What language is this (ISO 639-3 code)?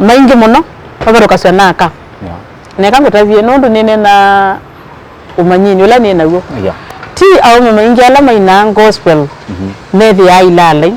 kam